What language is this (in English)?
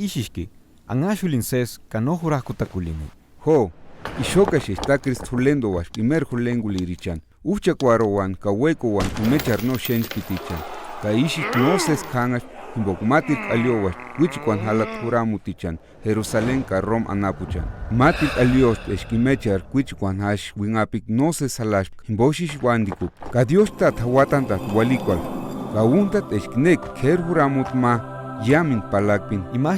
Purepecha